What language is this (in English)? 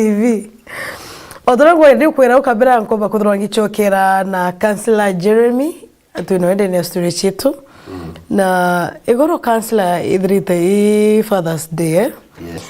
Meru